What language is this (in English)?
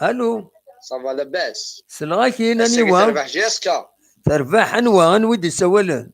Kabyle